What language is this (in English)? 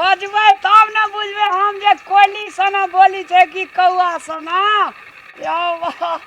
Maithili